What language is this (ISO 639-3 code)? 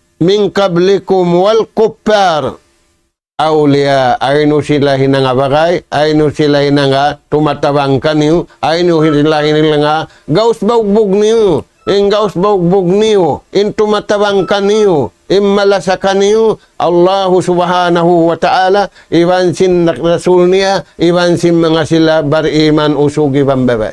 tsg